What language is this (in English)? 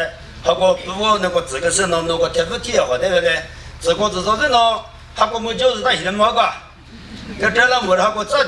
Chokri Naga